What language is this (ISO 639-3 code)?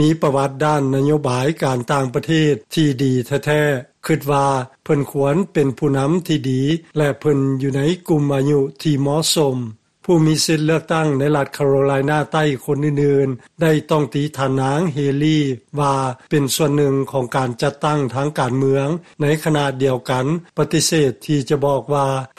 lao